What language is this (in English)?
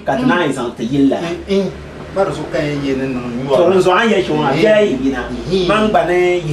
Dagbani